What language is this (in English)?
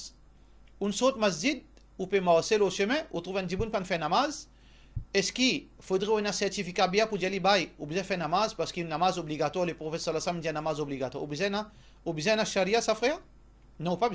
Morisyen